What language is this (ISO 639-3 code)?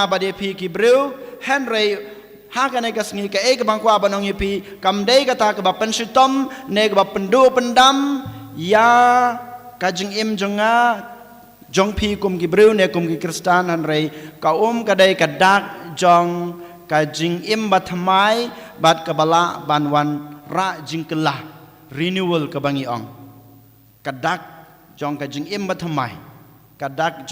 kha